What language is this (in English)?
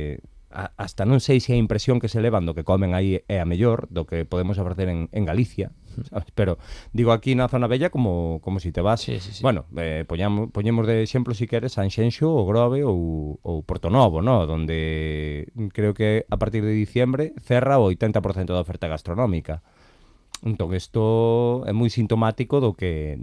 Galician